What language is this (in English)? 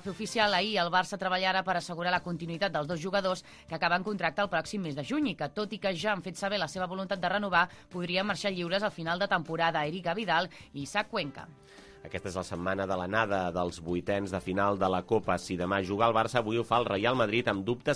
Catalan